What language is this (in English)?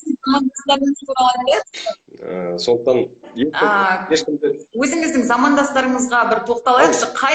Kazakh